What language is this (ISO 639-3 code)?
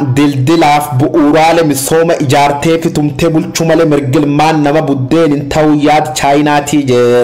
orm